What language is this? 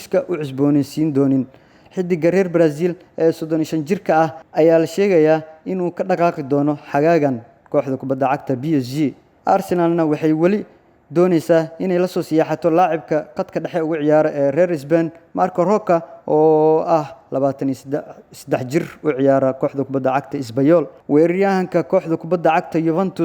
Somali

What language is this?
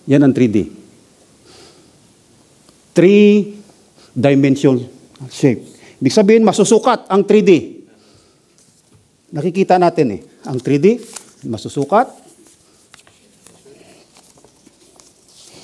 Filipino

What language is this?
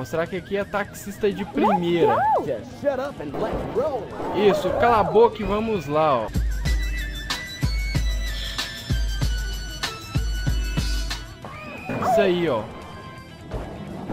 Portuguese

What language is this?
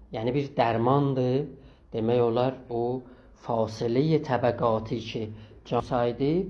South Azerbaijani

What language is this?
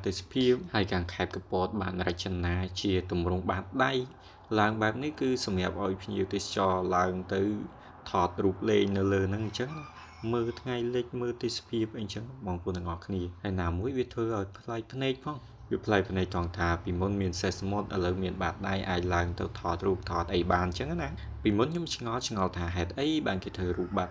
Khmer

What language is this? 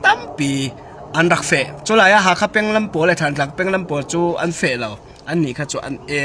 Falam Chin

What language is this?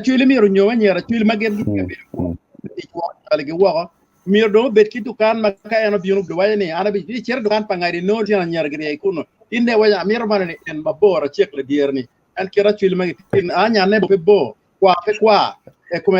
Acoli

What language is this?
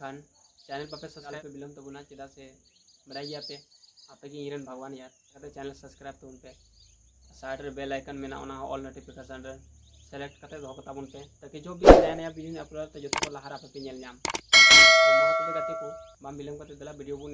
Santali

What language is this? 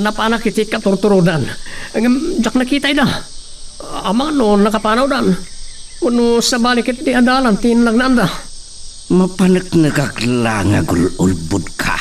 Iloko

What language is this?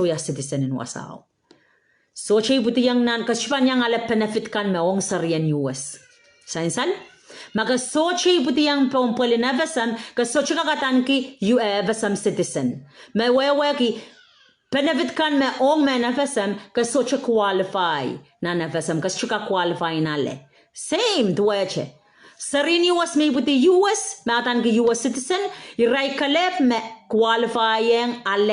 Pohnpeian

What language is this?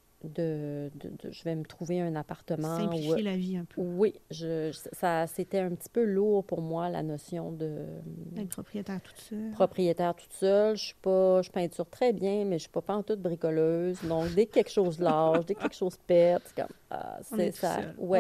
French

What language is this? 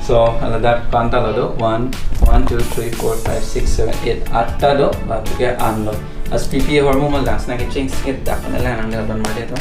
Karbi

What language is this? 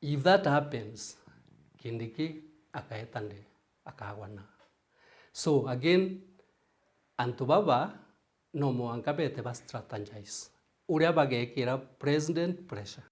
Meru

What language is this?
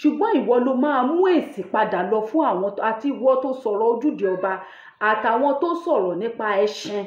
Yoruba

